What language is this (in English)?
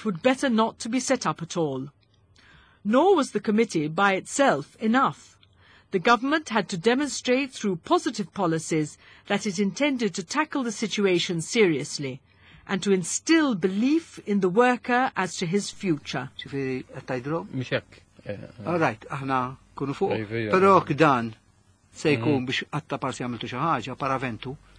Maltese